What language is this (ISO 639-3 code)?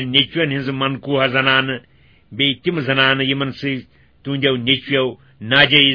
kas